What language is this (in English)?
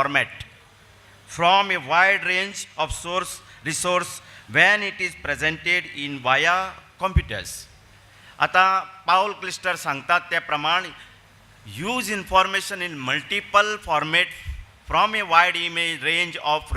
Konkani